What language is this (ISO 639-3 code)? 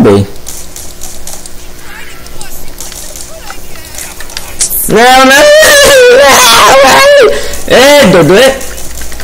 por